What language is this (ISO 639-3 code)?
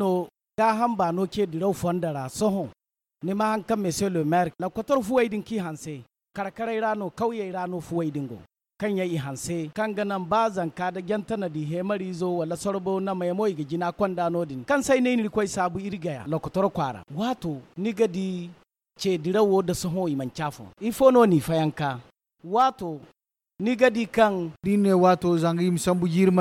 dje